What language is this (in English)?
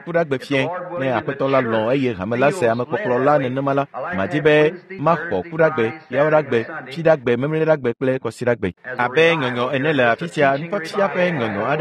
Ewe